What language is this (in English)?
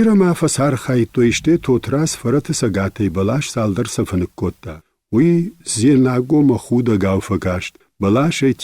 Ossetic